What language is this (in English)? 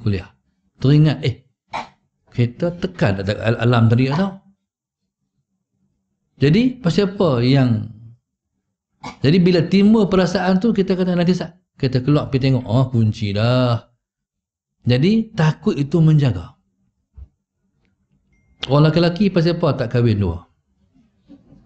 Malay